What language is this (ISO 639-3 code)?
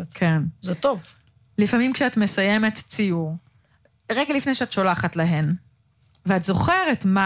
heb